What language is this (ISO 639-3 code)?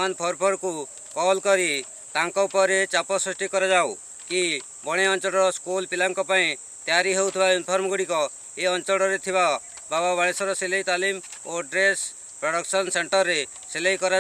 ori